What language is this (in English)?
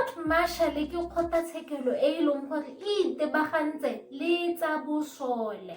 Tswana